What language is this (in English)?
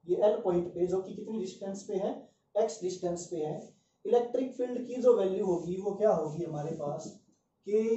Hindi